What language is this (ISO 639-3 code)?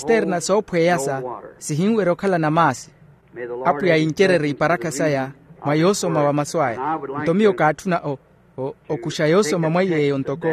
vmw